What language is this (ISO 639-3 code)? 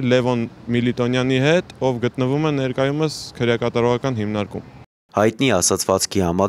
hye